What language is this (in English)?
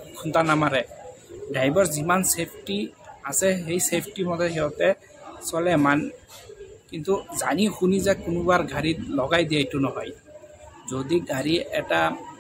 Assamese